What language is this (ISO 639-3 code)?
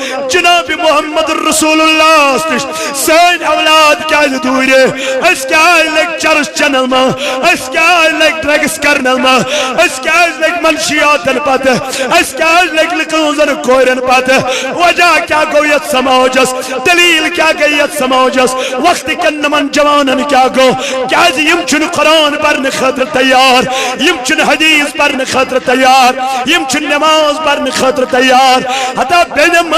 kas